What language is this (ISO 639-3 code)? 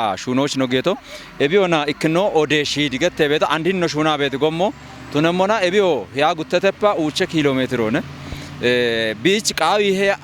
kbr